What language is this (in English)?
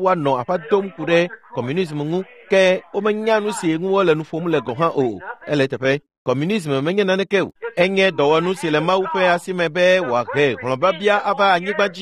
Ewe